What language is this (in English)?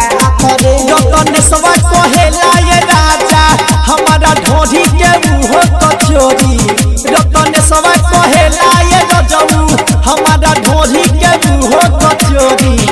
Bhojpuri